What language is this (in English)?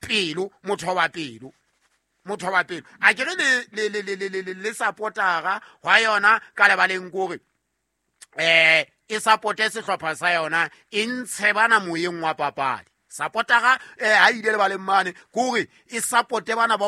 Southern Sotho